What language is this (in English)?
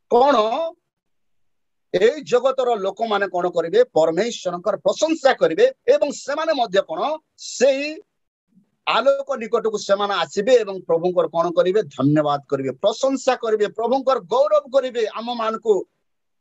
Odia